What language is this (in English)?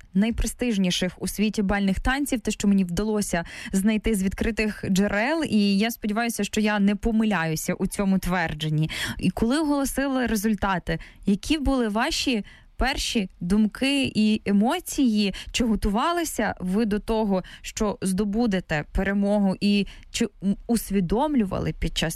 Ukrainian